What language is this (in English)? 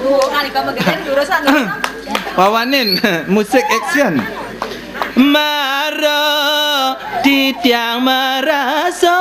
Balinese